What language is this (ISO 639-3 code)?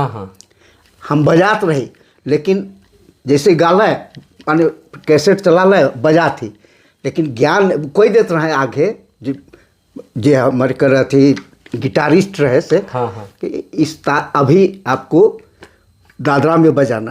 sck